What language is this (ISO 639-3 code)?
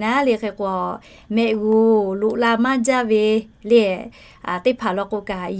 lhu